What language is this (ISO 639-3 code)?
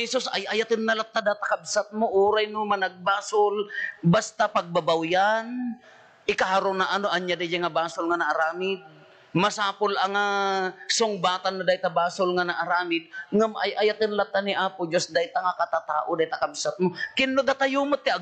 ilo